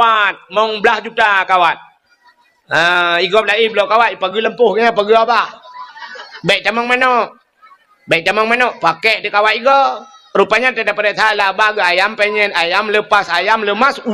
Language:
Achinese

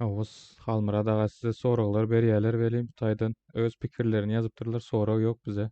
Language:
Turkmen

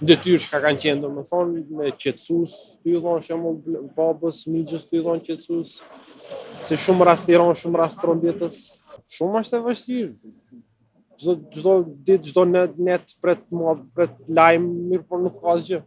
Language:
Albanian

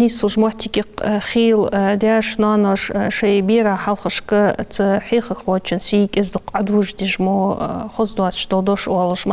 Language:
Ingush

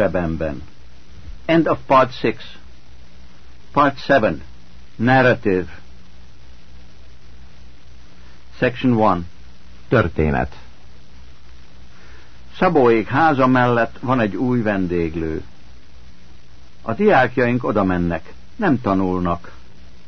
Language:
Hungarian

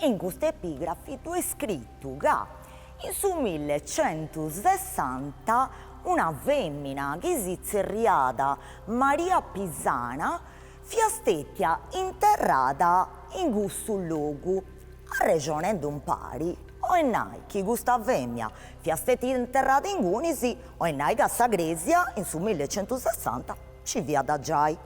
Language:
Sardinian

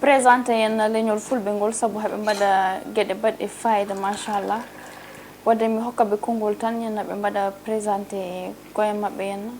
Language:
Fula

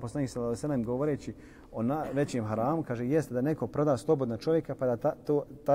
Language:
Bosnian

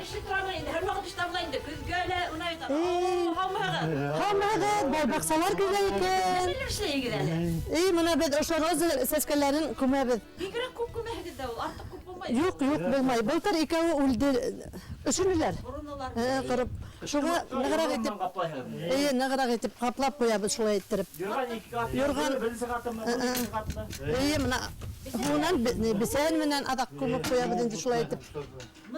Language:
Bashkir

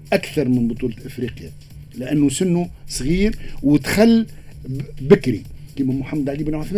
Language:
Tunisian Arabic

